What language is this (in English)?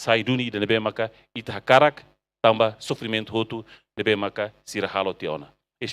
Tetum